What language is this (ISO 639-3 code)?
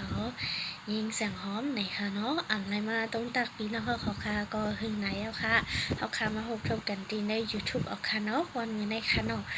shn